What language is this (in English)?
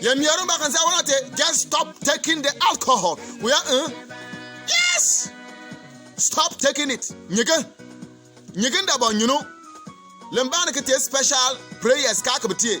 Bimoba